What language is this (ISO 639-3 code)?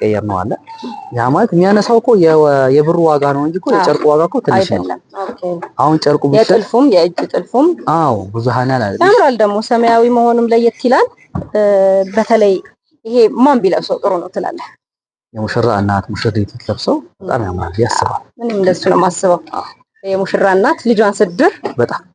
amh